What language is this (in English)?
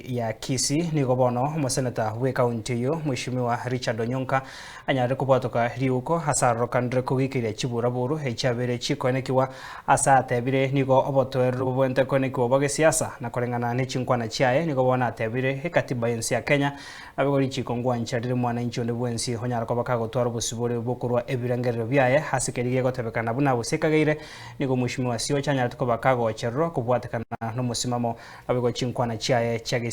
Gusii